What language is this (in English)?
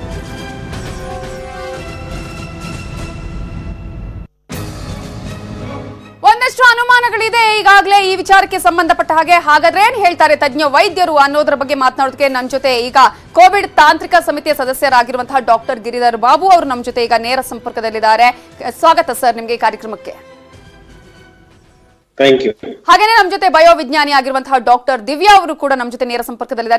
Kannada